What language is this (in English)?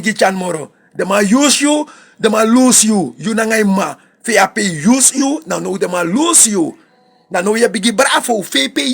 Sranan Tongo